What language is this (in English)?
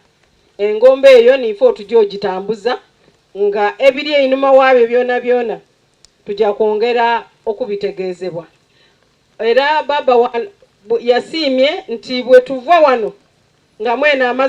Soga